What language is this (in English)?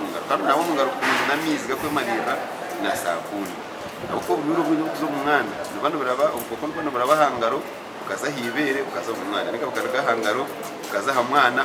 Nyankole